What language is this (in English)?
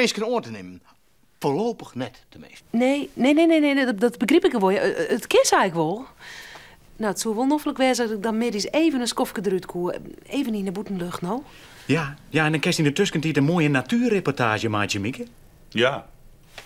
Western Frisian